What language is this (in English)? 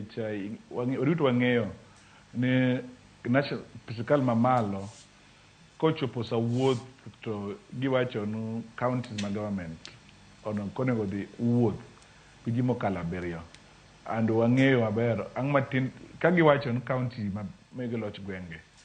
Luo (Kenya and Tanzania)